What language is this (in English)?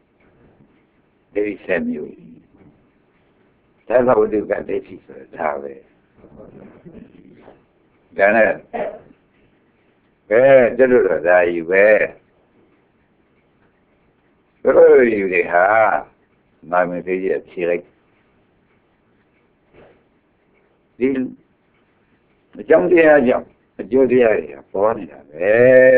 Burmese